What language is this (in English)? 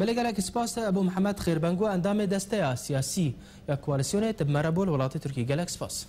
Kurdish